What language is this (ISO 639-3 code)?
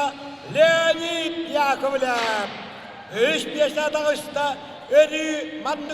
sah